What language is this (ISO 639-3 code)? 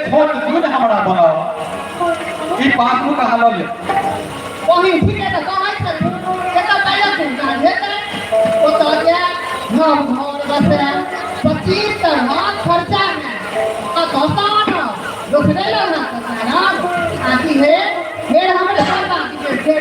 mai